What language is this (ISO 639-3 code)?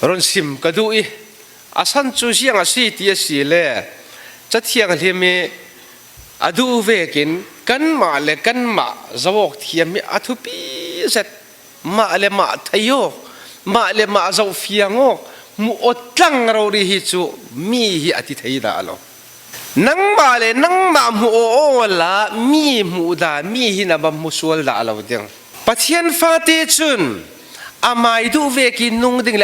cfm